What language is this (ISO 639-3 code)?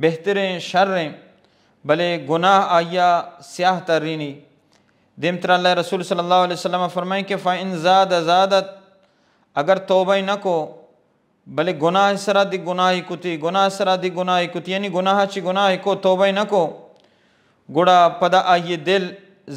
bal